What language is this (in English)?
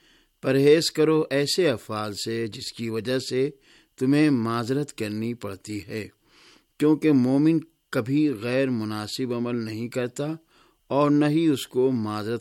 Urdu